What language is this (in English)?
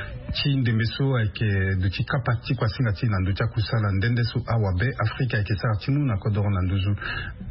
Sango